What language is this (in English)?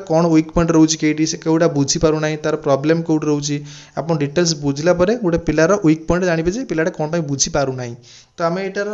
Odia